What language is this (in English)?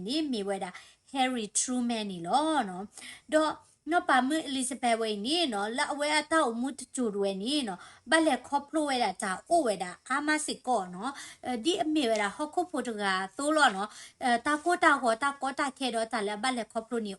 S'gaw Karen